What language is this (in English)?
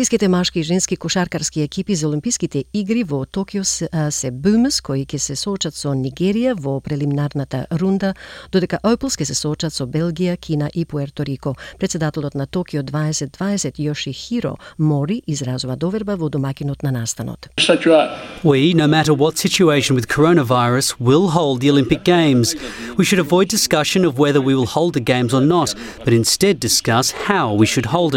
Macedonian